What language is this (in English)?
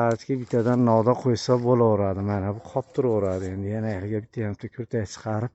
Uzbek